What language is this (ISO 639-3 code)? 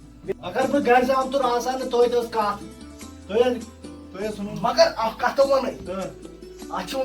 kas